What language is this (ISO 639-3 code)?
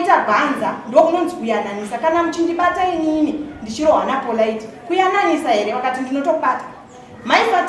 sna